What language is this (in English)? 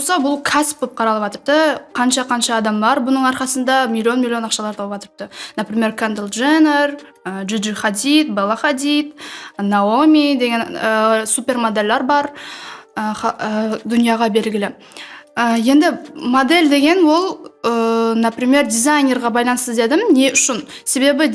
Kara-Kalpak